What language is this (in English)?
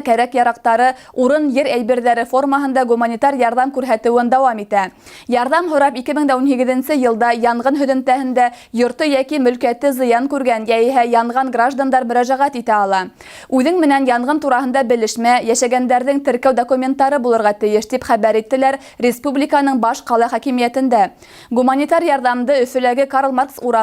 Bashkir